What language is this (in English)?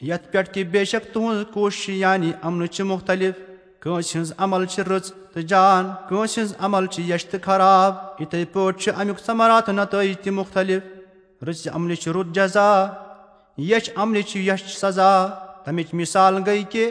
Kashmiri